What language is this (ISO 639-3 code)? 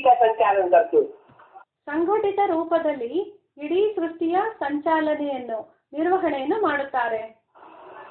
kan